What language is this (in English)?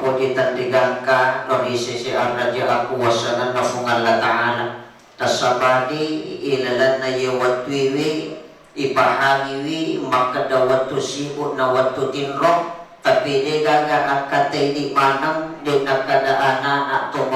Buginese